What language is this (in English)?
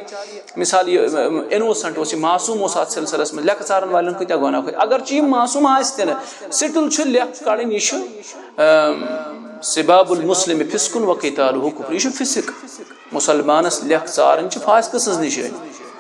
Kashmiri